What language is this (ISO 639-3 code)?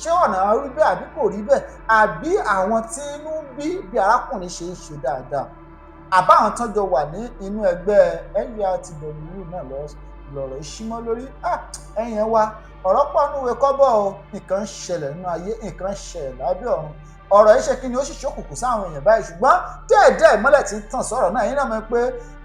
yor